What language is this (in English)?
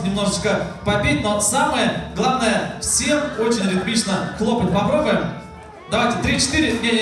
Russian